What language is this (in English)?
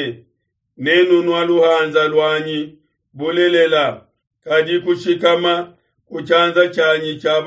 Luba-Lulua